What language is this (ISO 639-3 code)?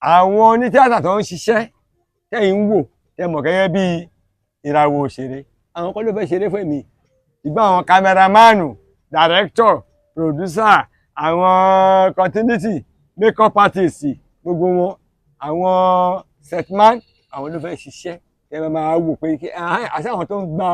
yor